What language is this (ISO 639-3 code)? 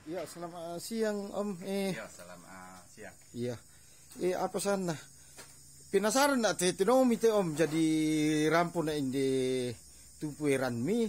sda